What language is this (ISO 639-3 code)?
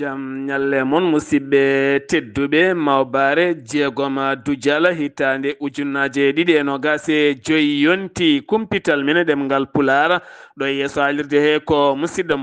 ful